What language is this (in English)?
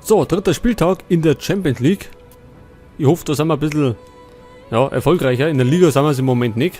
Bavarian